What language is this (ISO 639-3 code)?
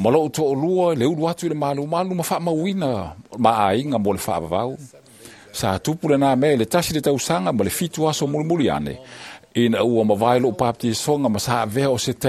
smo